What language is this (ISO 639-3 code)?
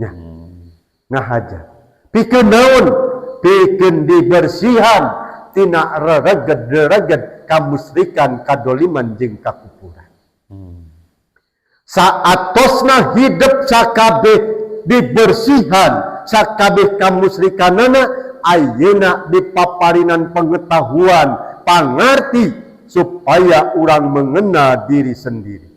sun